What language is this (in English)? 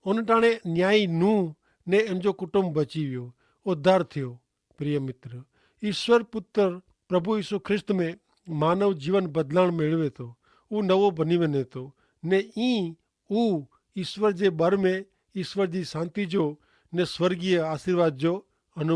Kachhi